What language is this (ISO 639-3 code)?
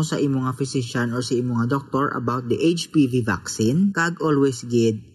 hil